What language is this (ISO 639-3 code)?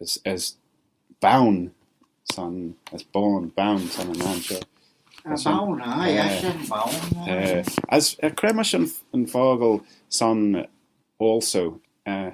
glv